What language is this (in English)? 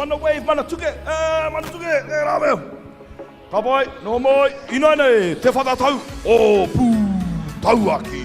Māori